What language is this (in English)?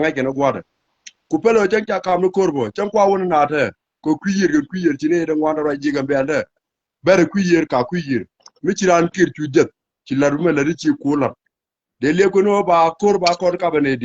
Nuer